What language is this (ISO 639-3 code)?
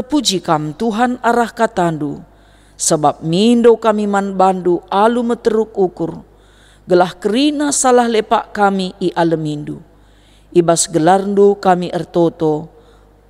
btx